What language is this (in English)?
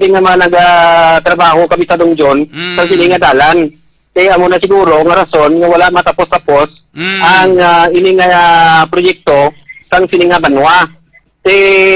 Hiligaynon